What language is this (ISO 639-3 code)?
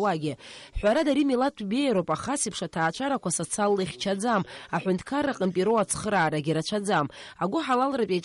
abk